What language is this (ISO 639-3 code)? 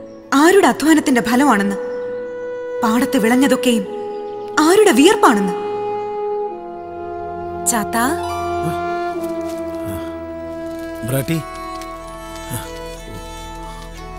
mal